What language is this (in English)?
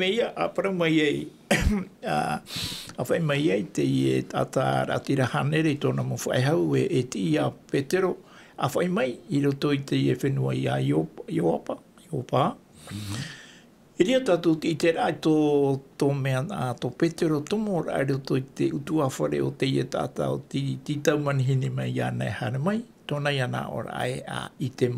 Tahitian